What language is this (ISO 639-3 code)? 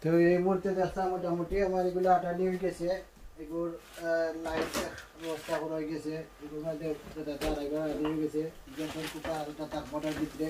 syl